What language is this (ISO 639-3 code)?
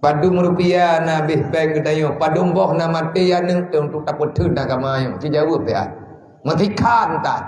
ace